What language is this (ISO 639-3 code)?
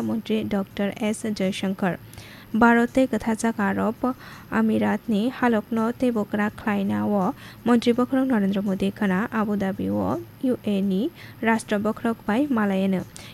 trp